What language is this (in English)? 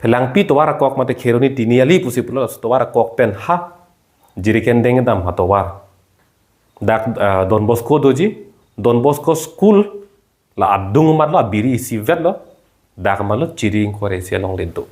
Karbi